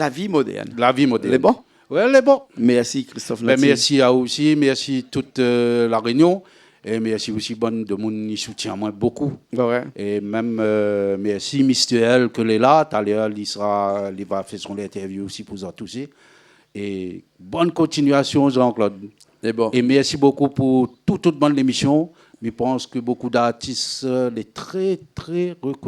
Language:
Réunion Creole French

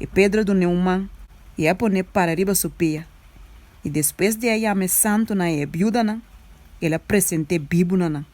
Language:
Papiamento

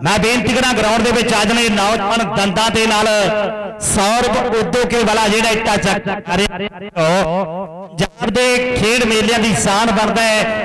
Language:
Punjabi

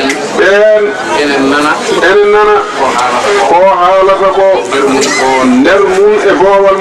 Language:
Fula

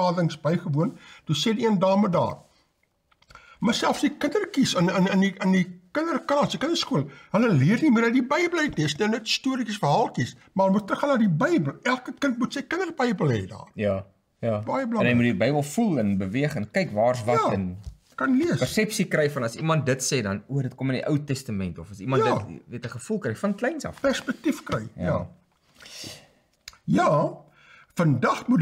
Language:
Afrikaans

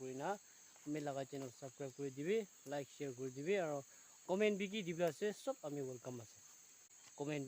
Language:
Naga Pidgin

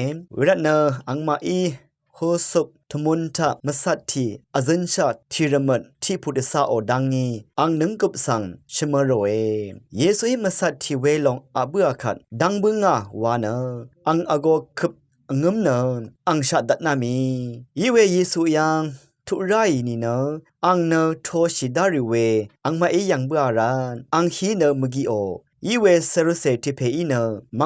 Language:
Rawang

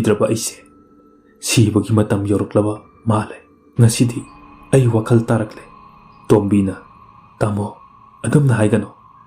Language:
Manipuri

